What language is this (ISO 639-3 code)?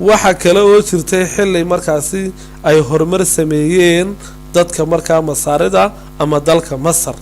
som